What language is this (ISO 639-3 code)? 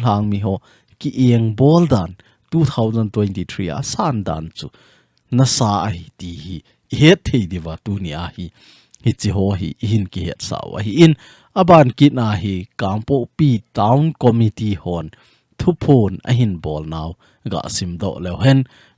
tcz